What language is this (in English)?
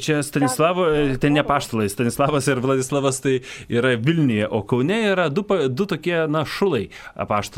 Lithuanian